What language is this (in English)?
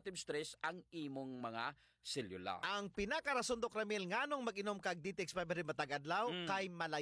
Cebuano